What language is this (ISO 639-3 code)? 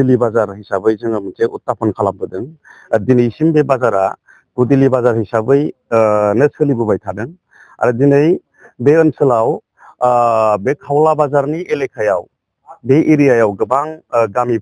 brx